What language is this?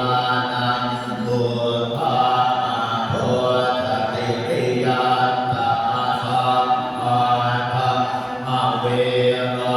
Pali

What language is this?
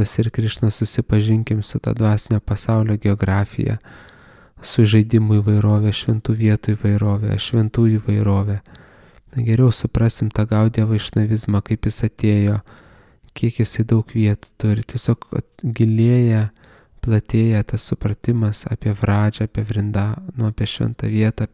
Lithuanian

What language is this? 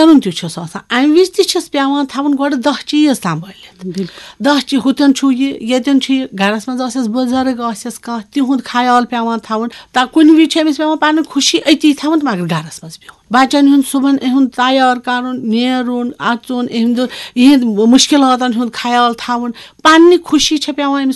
Kashmiri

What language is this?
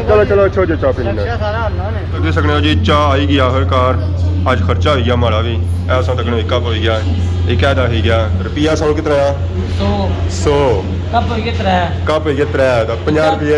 Pahari-Potwari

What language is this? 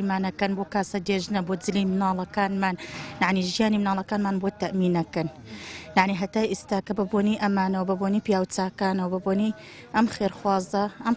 Central Kurdish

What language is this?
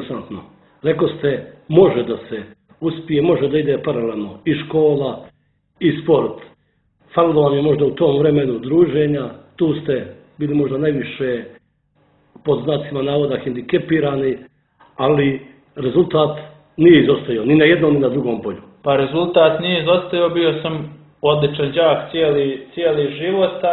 Bosnian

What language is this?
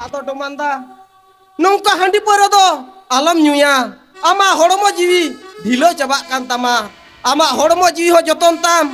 Santali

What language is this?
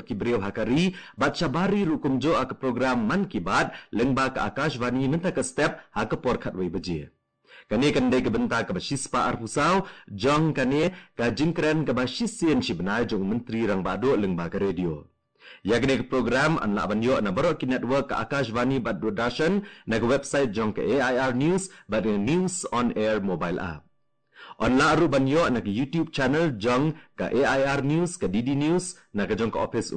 Khasi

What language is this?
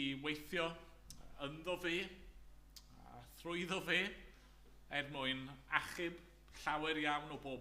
Welsh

